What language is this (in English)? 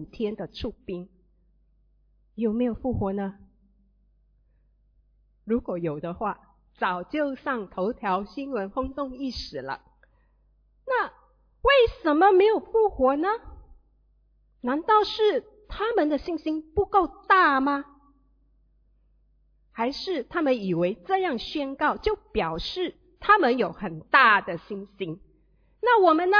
Chinese